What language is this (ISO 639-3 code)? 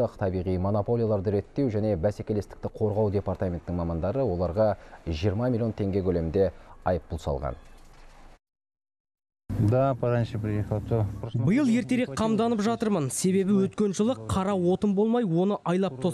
kaz